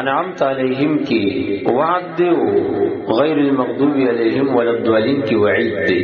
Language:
Pashto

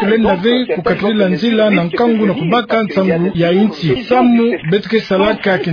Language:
Kituba (Democratic Republic of Congo)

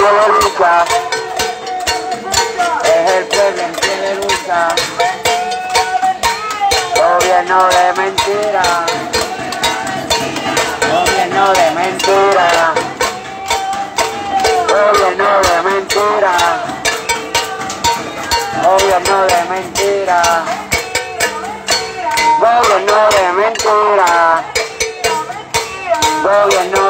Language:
Spanish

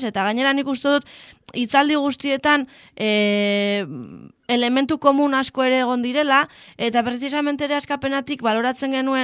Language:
Basque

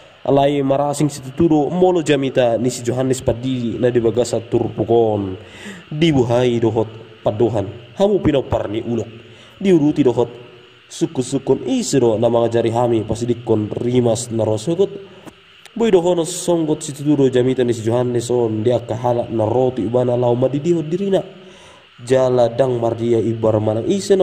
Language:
Batak Toba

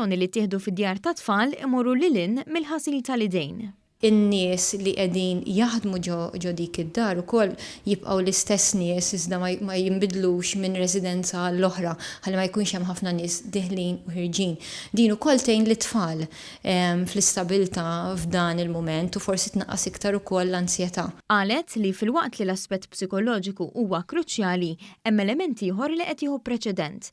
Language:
Maltese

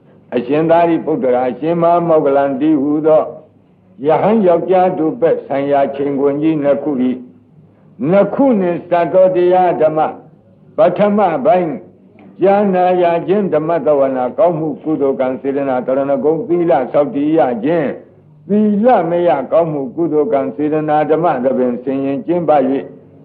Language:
Burmese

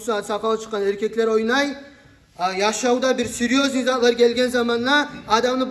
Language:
Kumyk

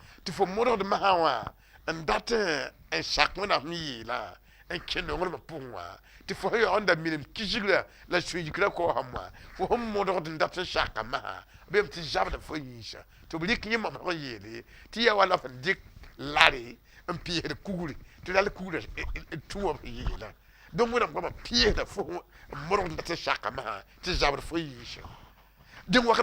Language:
Mossi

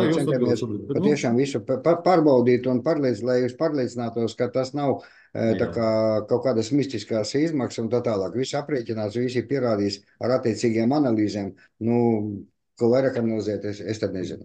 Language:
Latvian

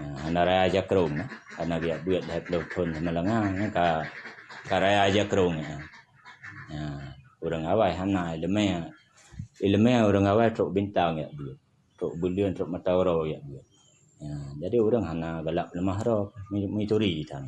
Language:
Achinese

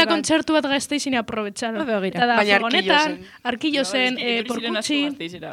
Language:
Basque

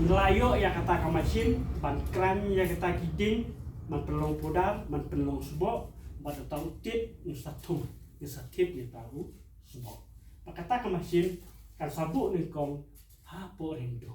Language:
Khasi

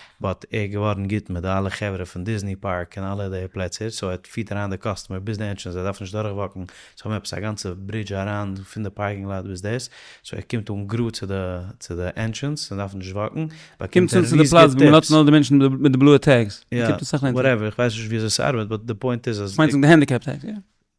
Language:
Yiddish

